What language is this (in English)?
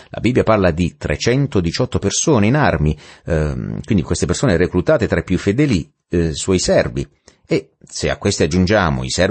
Italian